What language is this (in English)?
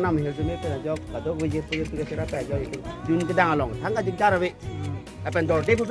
Karbi